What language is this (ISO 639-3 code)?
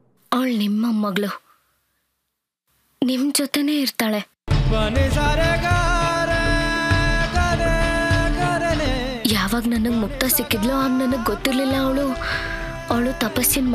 kan